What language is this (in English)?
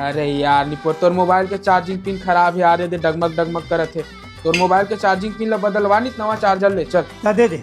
Chhattisgarhi